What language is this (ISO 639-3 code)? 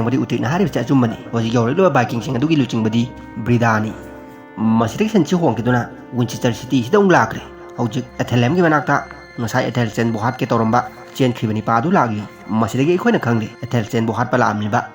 mni